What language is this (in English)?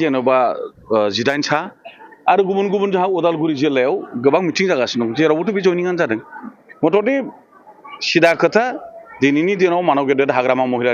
Bodo